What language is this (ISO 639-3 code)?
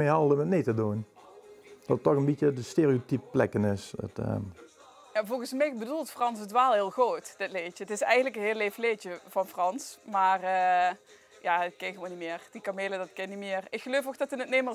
lim